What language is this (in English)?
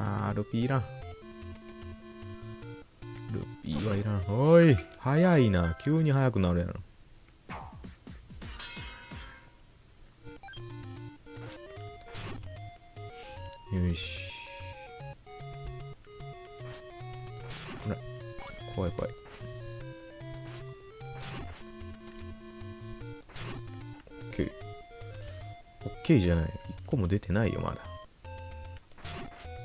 Japanese